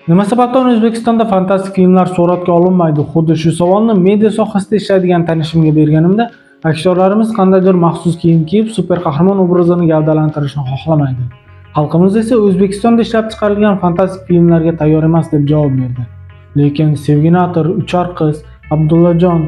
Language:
Uzbek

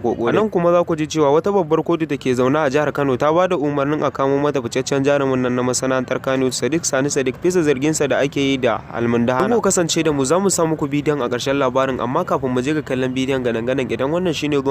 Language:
Hausa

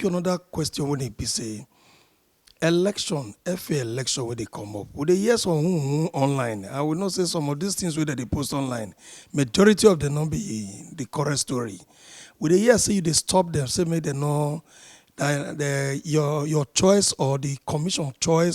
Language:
Nigerian Pidgin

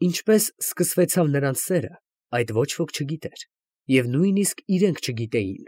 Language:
Armenian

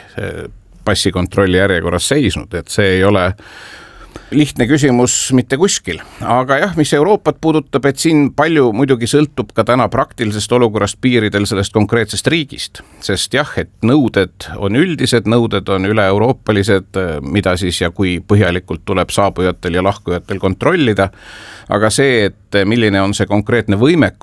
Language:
Estonian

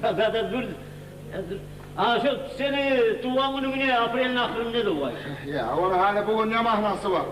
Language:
Kumyk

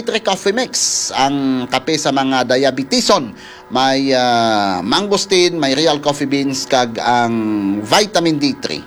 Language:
Hiligaynon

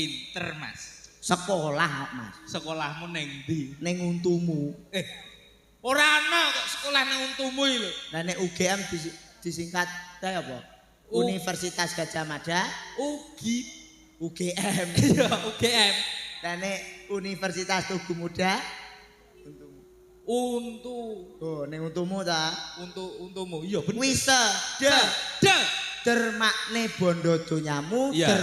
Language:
Javanese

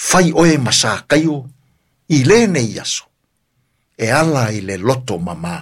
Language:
Samoan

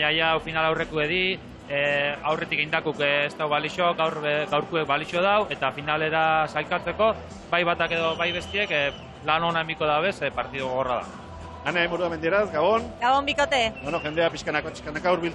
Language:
Basque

